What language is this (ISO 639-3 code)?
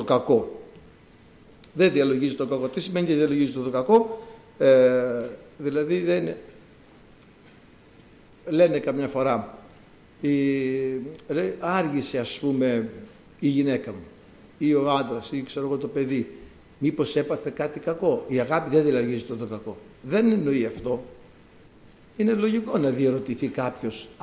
ell